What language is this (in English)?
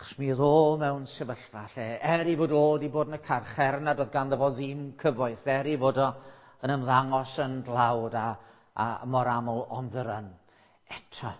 Welsh